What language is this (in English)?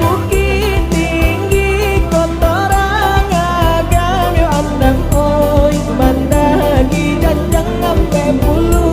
Minangkabau